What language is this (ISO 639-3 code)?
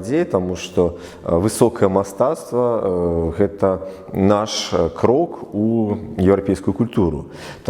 bel